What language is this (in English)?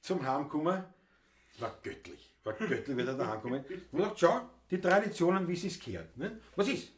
Bavarian